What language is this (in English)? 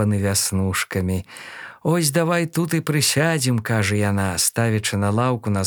Belarusian